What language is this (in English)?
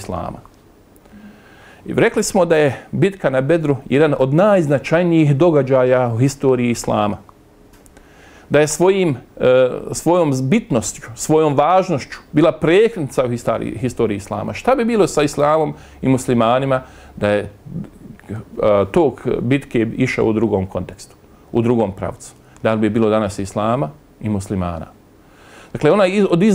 Bosnian